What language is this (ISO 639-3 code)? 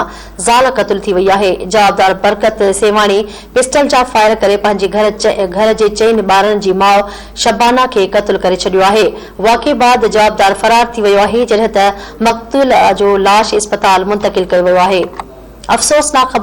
snd